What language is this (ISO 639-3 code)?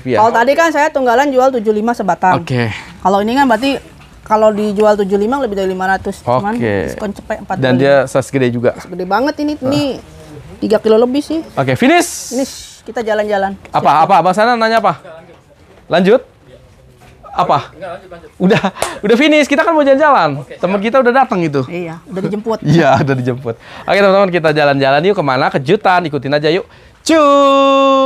ind